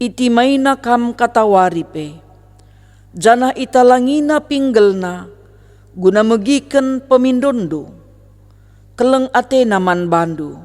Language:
Batak Karo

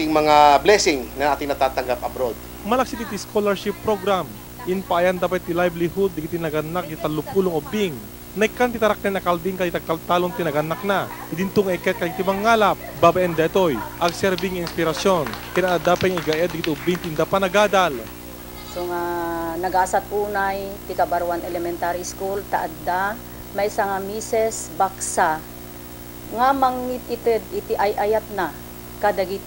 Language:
Iloko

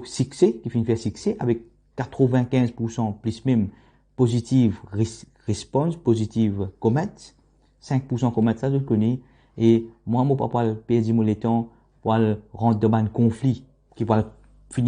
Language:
Morisyen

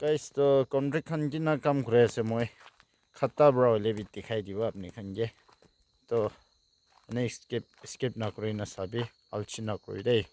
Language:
Naga Pidgin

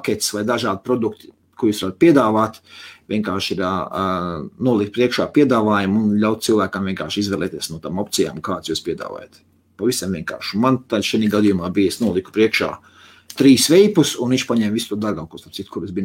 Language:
Latvian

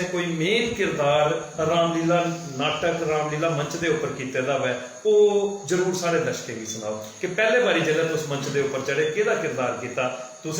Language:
Dogri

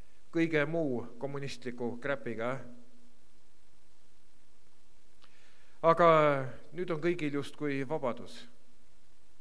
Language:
Estonian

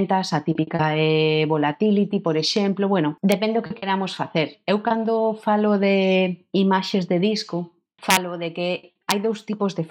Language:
Galician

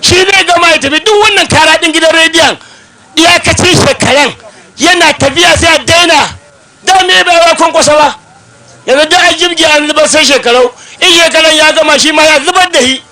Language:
Hausa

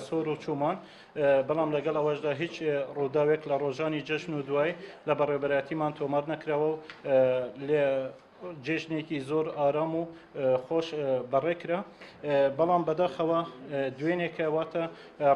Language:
Central Kurdish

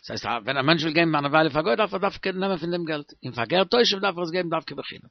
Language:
Yiddish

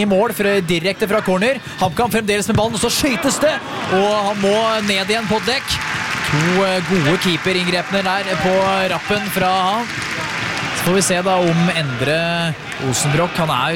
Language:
Norwegian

